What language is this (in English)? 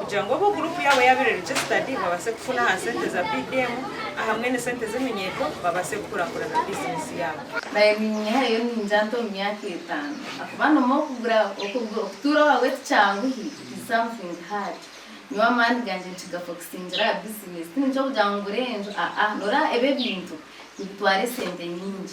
Nyankole